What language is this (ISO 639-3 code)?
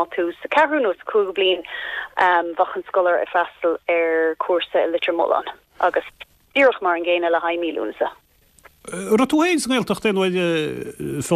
gle